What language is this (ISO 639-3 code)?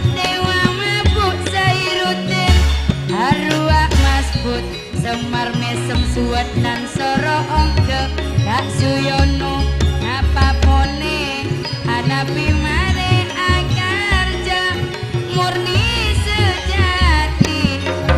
mad